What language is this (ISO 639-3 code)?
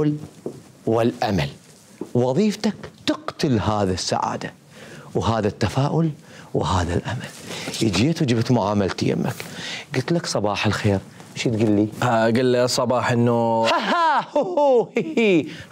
acm